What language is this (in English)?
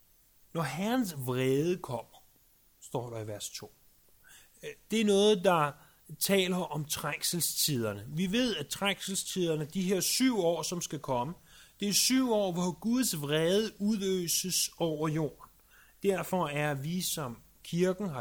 Danish